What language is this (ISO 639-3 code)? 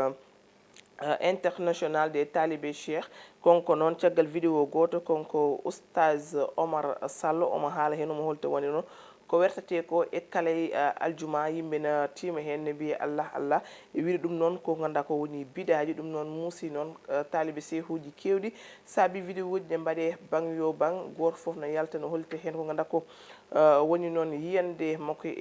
ful